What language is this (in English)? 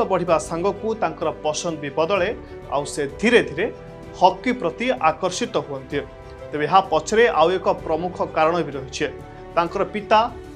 Odia